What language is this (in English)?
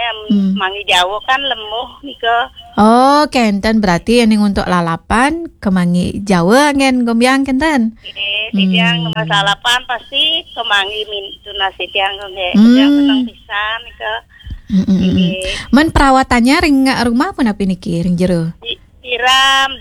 Balinese